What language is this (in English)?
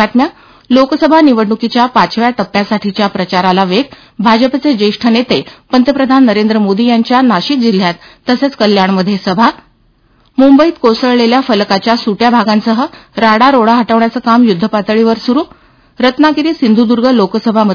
Marathi